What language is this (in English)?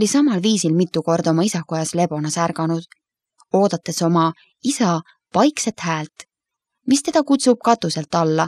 Estonian